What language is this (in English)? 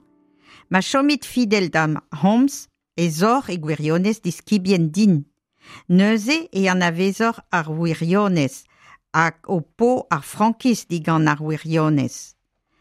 Breton